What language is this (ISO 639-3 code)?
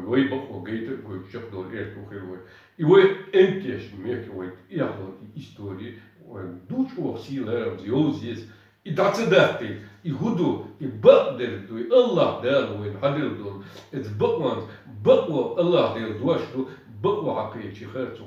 che